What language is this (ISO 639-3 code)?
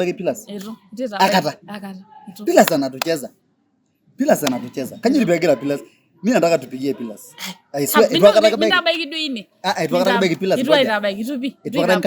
mas